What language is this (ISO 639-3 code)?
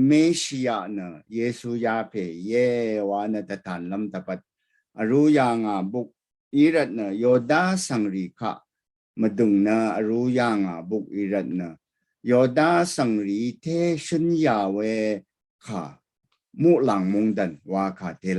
raw